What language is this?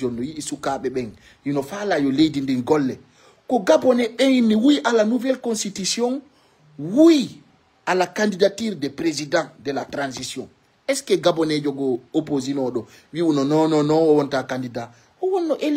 Fula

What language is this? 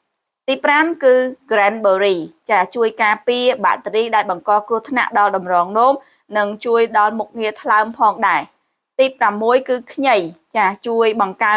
Khmer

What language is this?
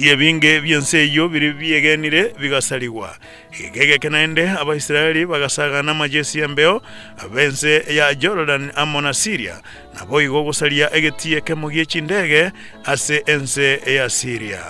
Gusii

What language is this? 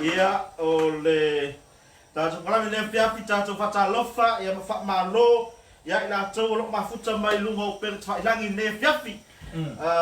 Samoan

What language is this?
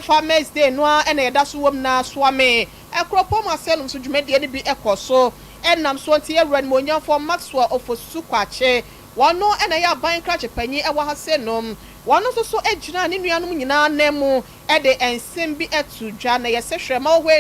Akan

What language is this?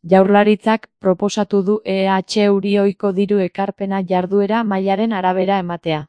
Basque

